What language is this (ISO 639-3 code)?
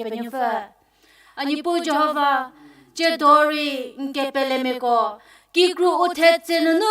njm